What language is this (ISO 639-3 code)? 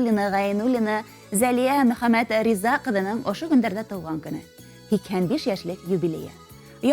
bak